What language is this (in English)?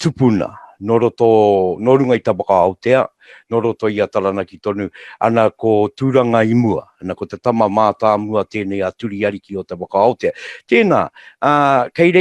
Māori